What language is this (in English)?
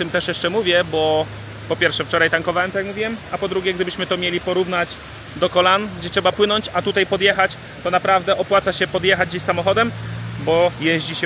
Polish